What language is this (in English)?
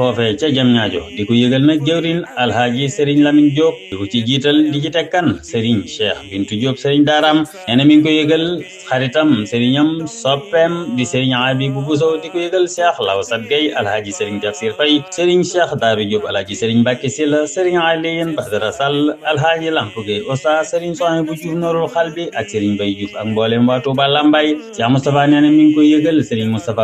Wolof